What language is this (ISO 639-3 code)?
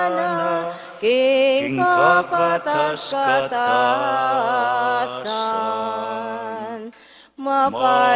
pam